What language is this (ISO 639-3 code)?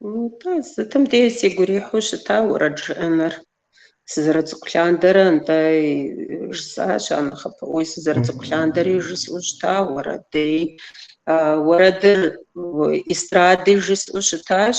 kbd